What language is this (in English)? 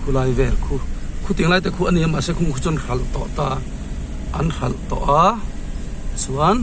Mizo